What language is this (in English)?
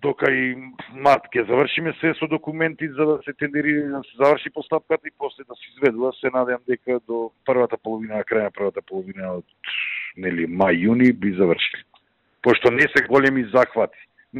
Macedonian